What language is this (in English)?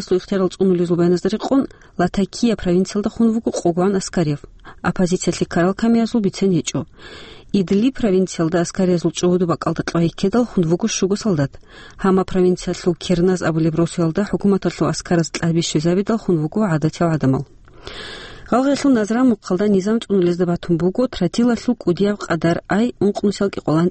Avaric